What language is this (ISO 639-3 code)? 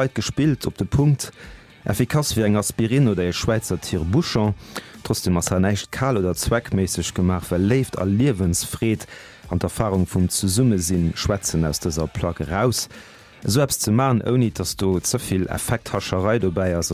ltz